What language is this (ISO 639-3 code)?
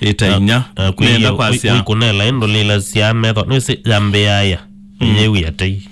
kam